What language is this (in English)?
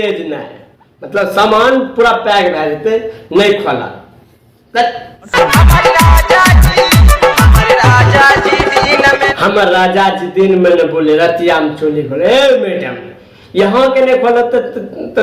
Maithili